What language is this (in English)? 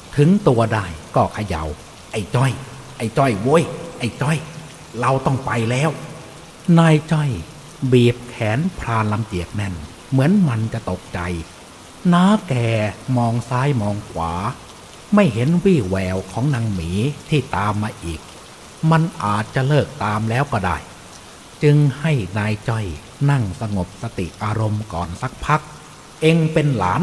Thai